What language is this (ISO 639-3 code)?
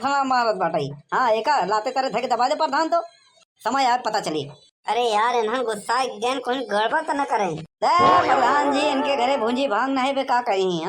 awa